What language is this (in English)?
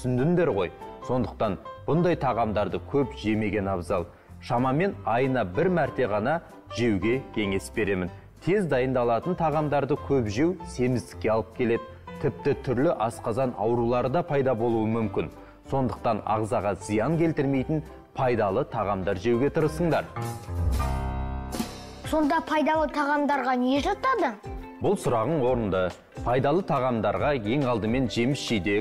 Kazakh